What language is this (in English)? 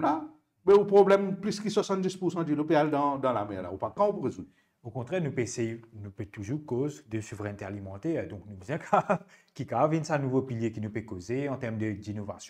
Morisyen